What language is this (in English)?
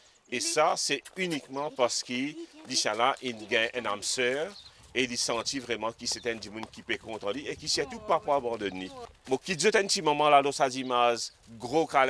Morisyen